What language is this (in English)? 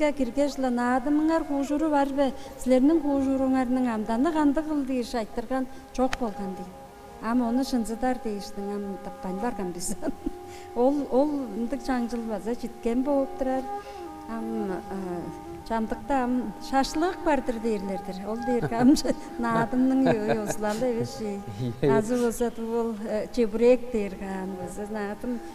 Tuvinian